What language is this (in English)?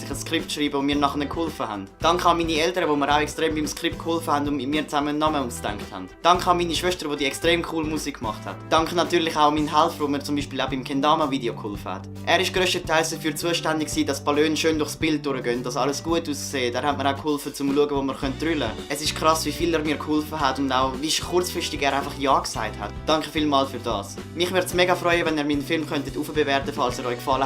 Swiss German